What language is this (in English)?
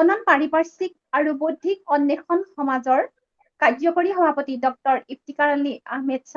Assamese